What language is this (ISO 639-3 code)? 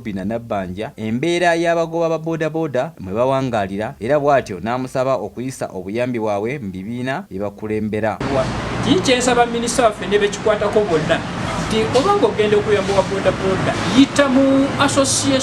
lug